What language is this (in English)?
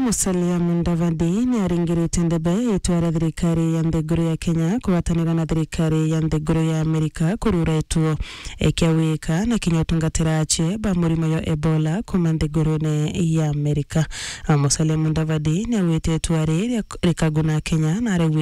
Meru